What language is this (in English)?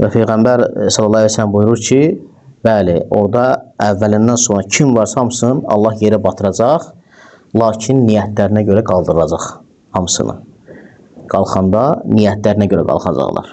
Azerbaijani